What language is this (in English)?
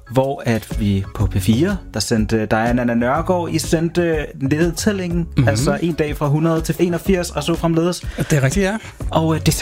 Danish